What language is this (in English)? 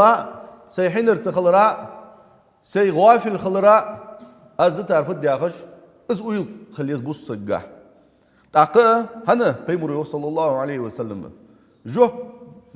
Ingush